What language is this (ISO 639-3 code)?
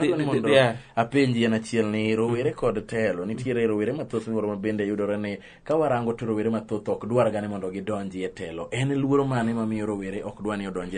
luo